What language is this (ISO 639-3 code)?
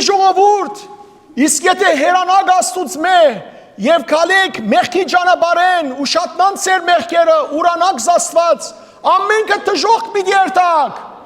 hyw